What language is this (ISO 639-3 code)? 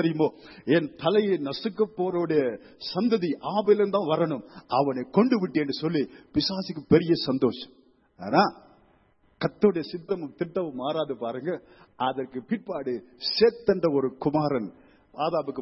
tam